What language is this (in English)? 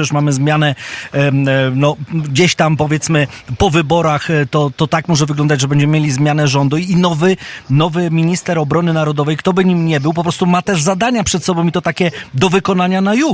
Polish